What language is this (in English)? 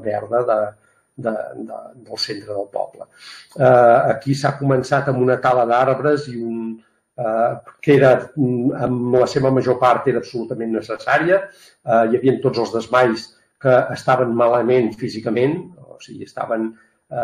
Catalan